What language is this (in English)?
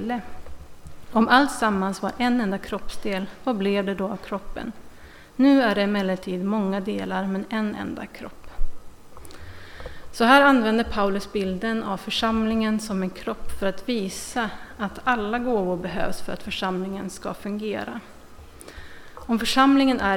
Swedish